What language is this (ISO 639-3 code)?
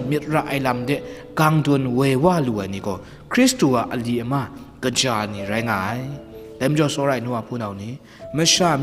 kac